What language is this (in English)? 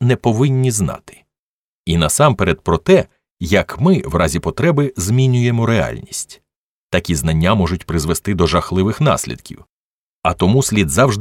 Ukrainian